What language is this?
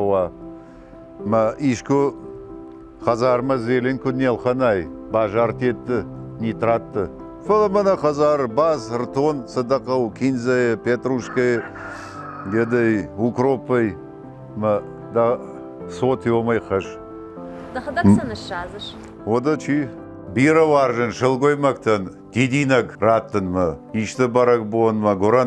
Ossetic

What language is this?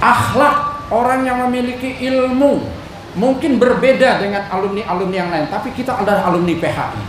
Banjar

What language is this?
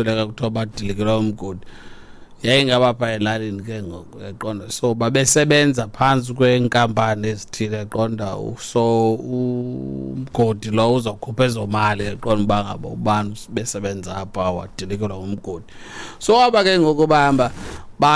Xhosa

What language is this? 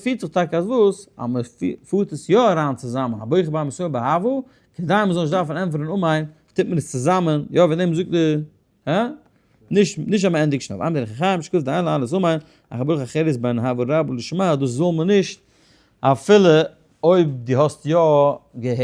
Yiddish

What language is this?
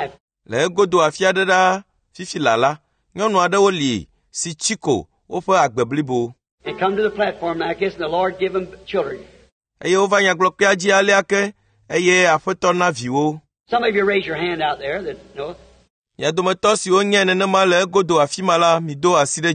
Ewe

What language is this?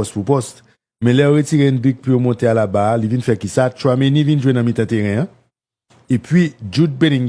Haitian Creole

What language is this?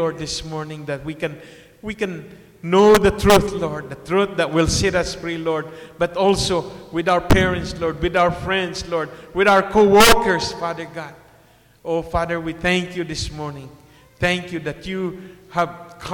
English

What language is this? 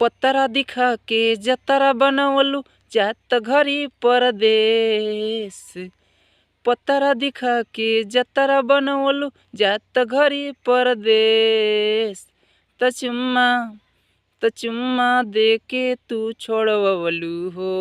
Bhojpuri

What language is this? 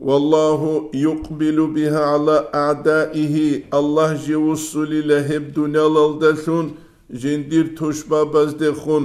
Avaric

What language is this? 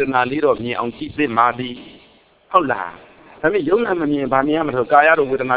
Burmese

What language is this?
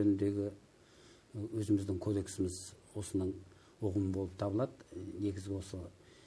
Kazakh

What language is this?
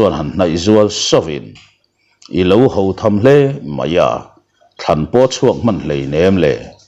Mizo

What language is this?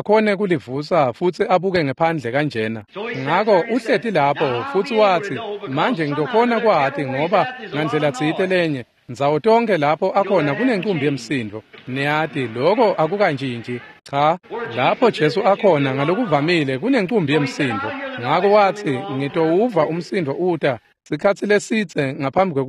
Swati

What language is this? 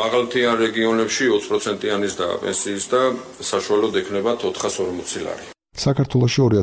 Georgian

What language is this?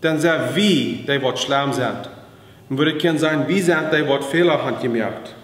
Plautdietsch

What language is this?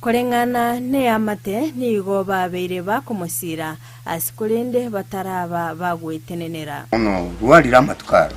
Gusii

